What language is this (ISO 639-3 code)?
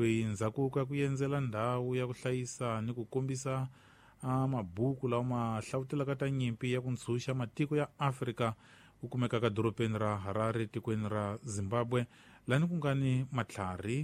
tso